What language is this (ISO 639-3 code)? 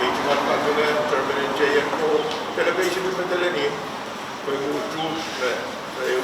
pon